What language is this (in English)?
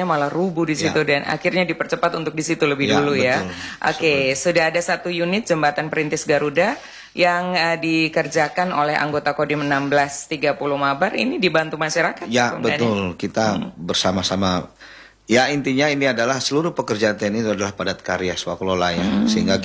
Indonesian